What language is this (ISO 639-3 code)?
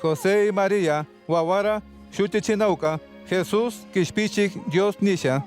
qug